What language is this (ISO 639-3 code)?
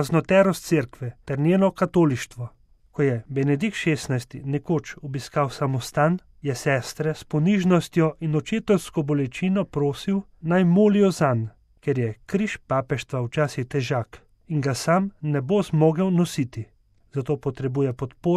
slv